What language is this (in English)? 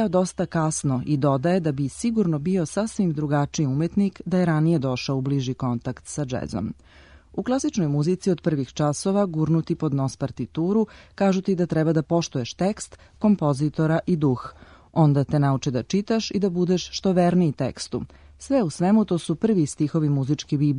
Serbian